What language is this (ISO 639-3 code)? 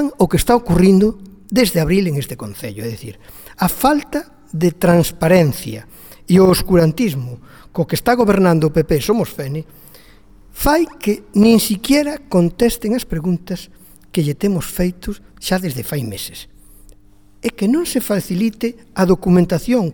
glg